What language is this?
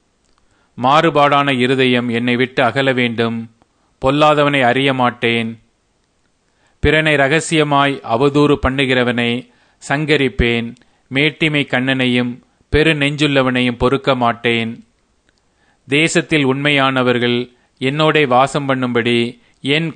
Tamil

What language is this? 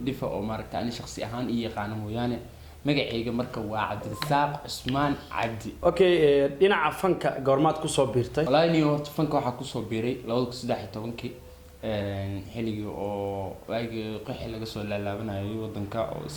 Somali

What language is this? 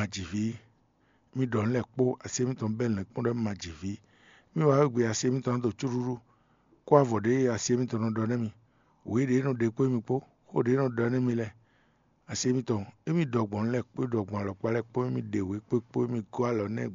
Fon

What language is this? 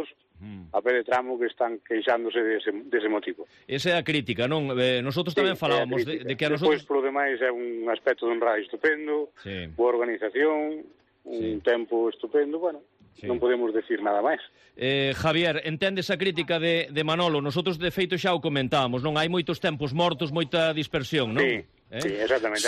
Galician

